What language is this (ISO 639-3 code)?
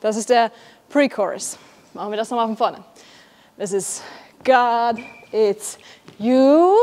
gsw